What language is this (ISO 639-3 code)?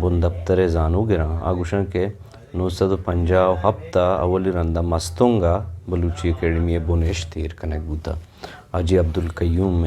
bgp